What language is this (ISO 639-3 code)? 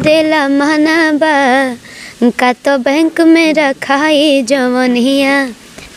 bho